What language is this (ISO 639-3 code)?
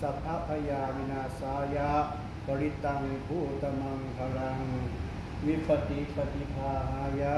pli